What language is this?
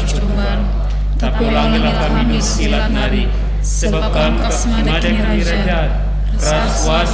Batak Karo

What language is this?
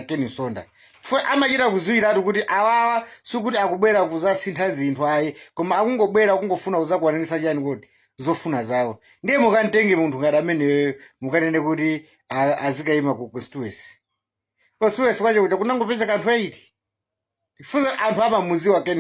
Nyanja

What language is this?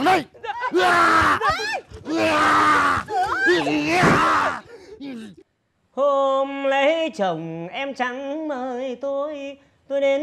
Vietnamese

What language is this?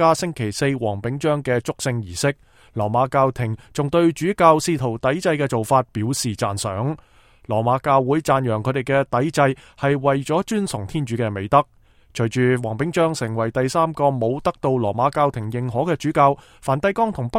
Cantonese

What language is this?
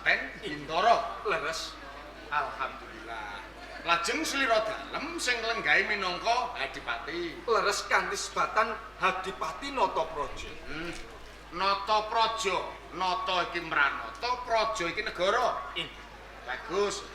Javanese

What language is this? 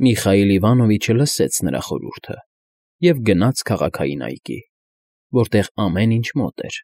Armenian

